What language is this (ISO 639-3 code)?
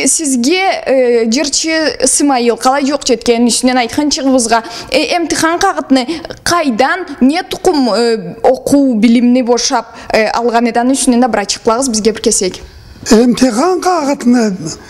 krc